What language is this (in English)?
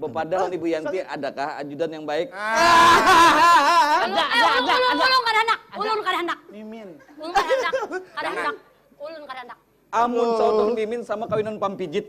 Banjar